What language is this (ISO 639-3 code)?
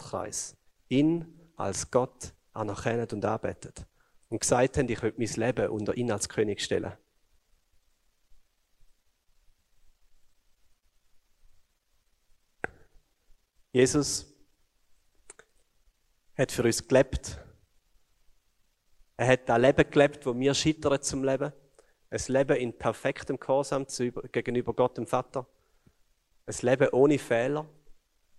deu